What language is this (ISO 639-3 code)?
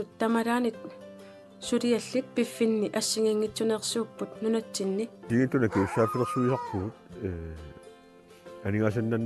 kal